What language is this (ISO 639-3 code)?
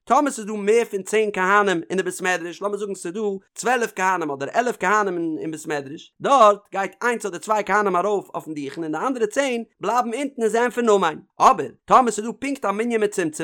yid